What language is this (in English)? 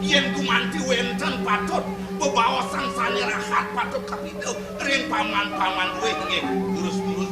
Balinese